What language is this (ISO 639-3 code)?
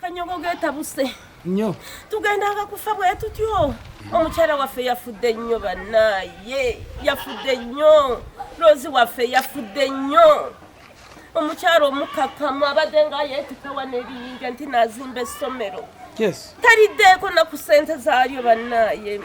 lug